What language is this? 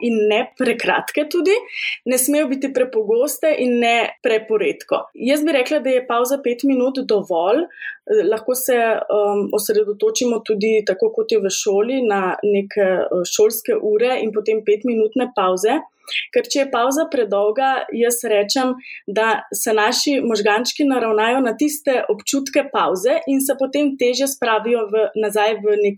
Slovenian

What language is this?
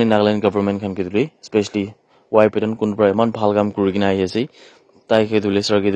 Naga Pidgin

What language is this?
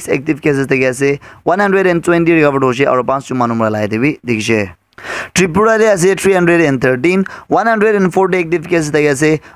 Naga Pidgin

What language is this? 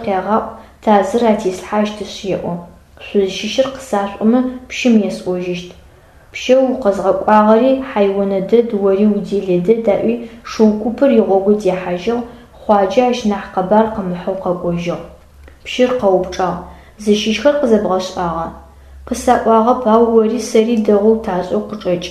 Adyghe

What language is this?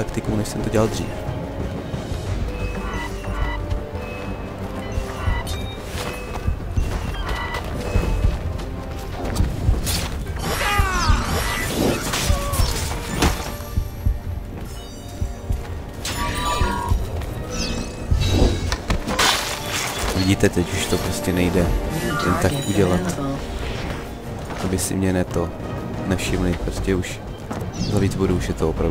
Czech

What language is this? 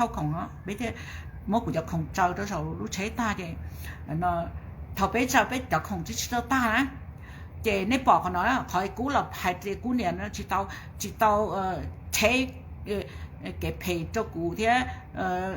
Hmong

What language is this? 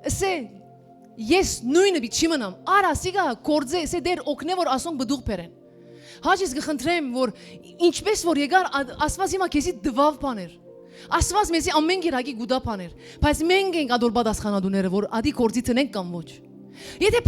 Western Armenian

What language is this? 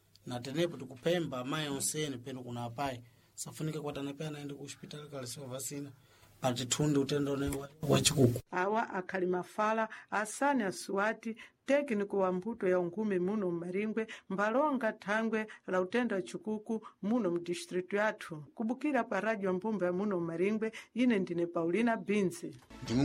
Sena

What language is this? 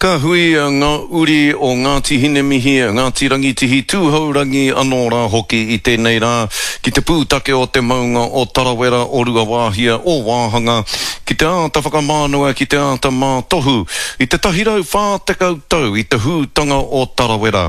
Māori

